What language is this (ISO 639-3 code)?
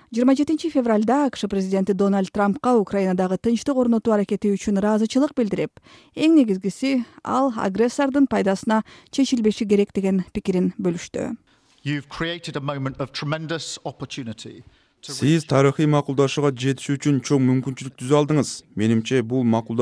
kir